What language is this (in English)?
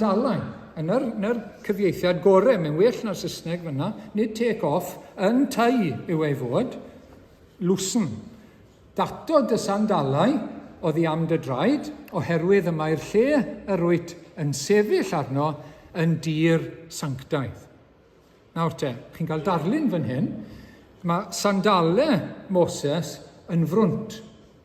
Welsh